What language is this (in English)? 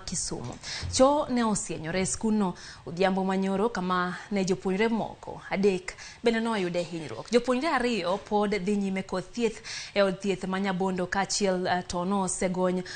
Luo (Kenya and Tanzania)